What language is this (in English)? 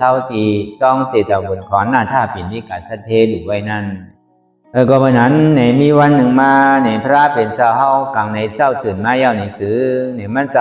Shan